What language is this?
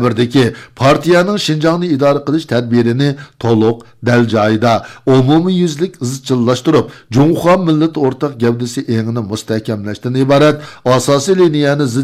Uyghur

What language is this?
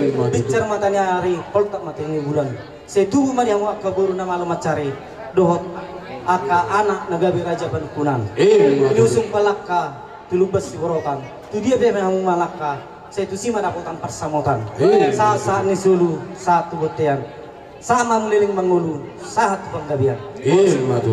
Batak Toba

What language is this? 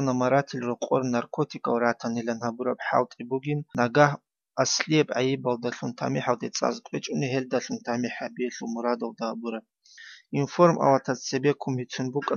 Avaric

